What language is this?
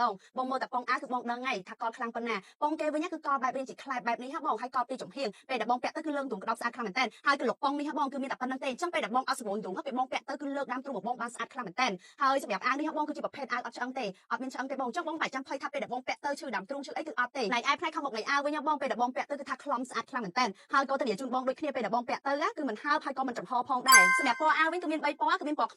Khmer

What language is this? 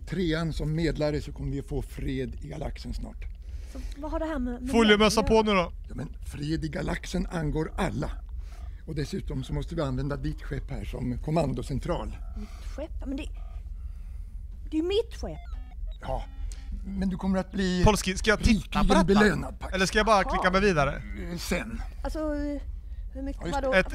Swedish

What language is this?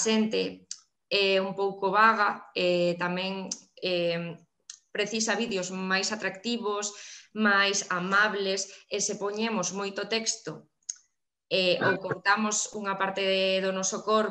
Galician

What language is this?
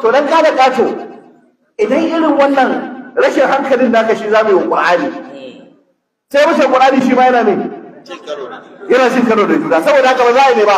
Hausa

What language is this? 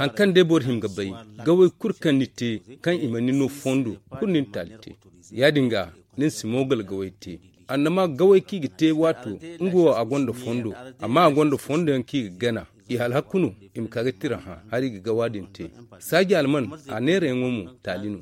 Zarma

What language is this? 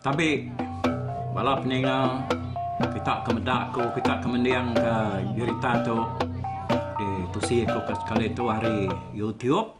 Iban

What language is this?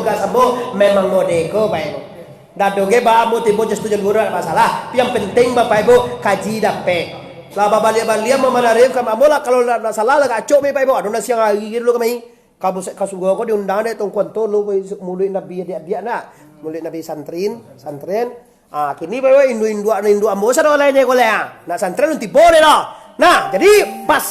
Minangkabau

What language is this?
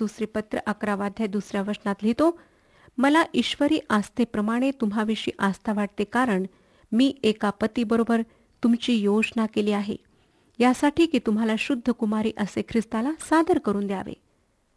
Marathi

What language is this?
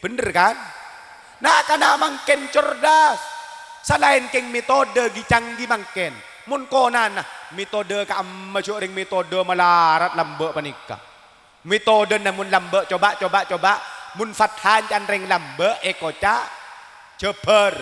Madurese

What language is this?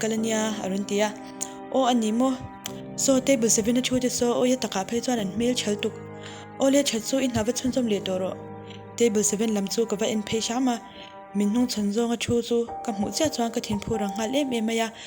Mizo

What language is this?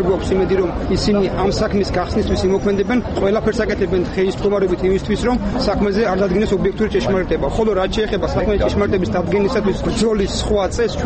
Georgian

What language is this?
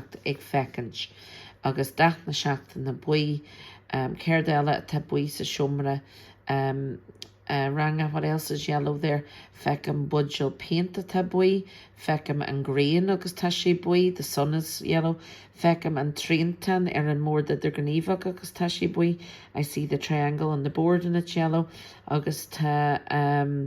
Irish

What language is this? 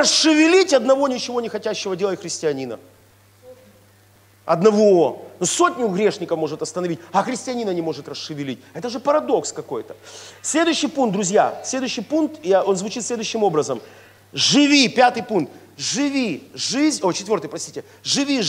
Russian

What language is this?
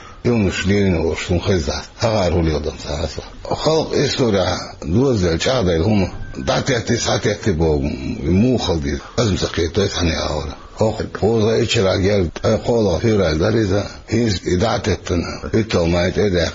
Chechen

